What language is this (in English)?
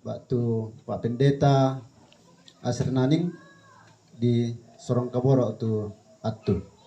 Toraja-Sa'dan